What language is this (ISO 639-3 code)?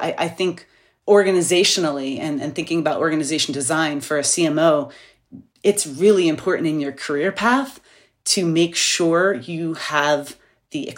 eng